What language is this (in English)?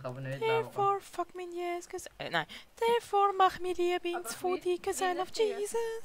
Swiss German